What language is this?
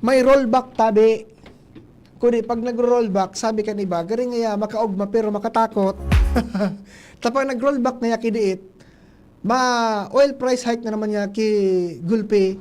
Bikol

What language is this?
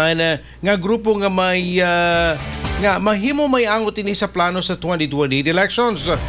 Hiligaynon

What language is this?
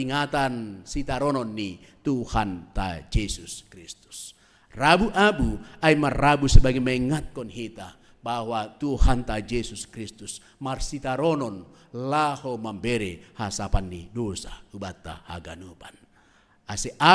Batak Simalungun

